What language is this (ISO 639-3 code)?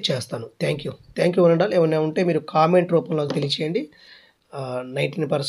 tel